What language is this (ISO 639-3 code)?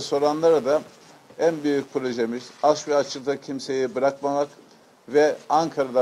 tur